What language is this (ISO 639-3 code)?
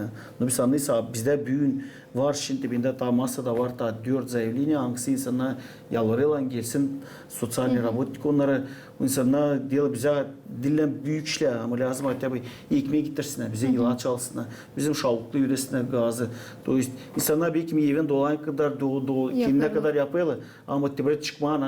gag